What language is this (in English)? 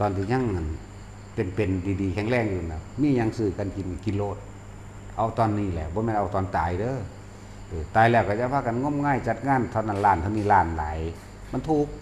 Northeastern Thai